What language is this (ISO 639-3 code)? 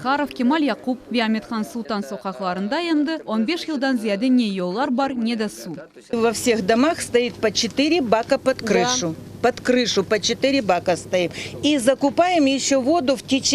crh